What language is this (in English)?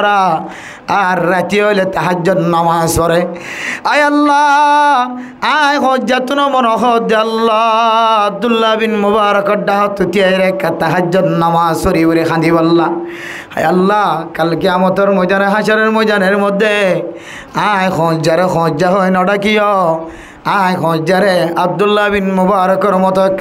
Rohingya